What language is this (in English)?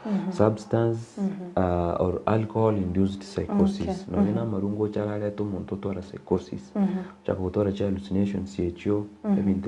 Gusii